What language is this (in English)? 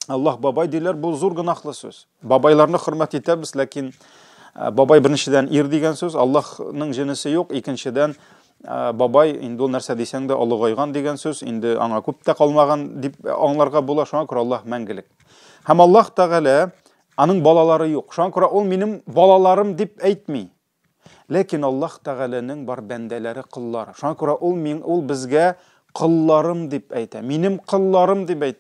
Tatar